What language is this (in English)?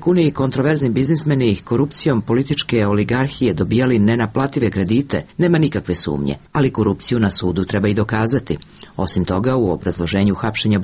Serbian